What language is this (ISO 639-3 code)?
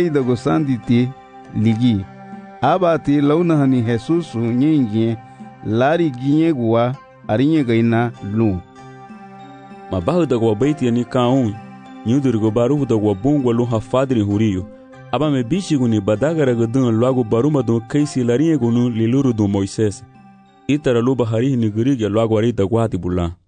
cab